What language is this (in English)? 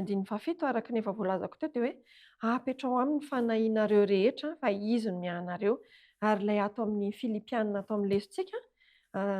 Malagasy